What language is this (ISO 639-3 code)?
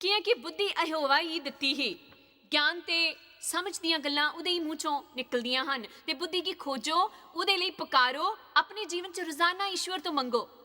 doi